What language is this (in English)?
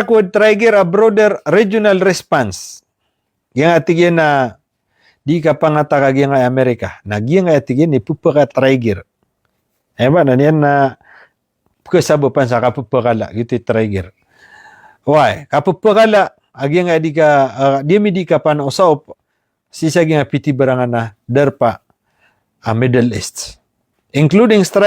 Maranao